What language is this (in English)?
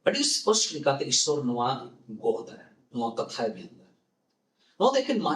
Santali